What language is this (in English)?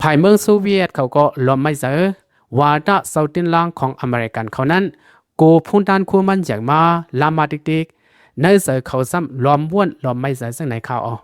Lao